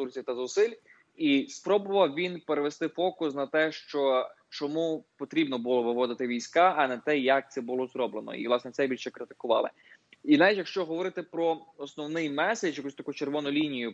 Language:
Ukrainian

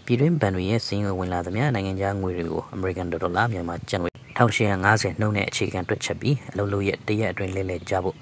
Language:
Burmese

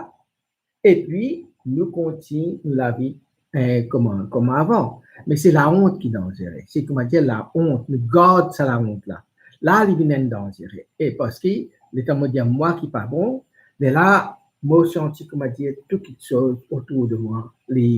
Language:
Morisyen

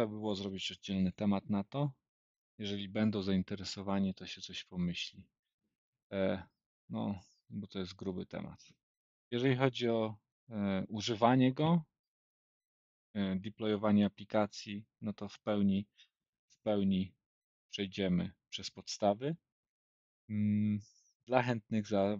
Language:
Polish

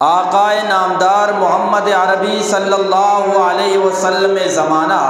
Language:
Eastern Balochi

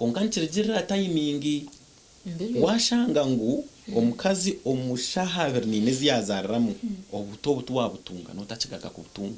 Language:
Nyankole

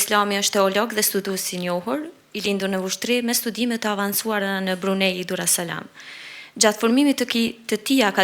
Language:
Albanian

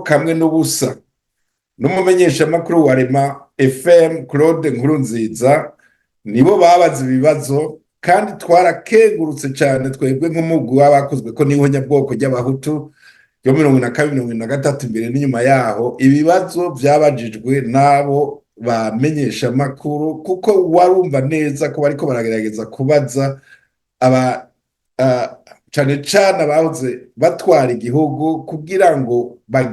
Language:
Rundi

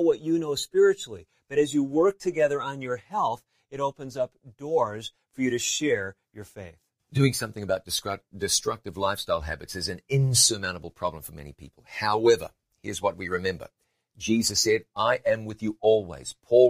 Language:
English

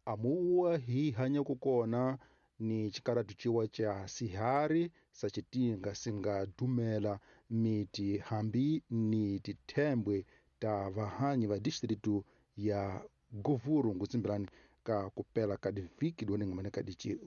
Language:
Tsonga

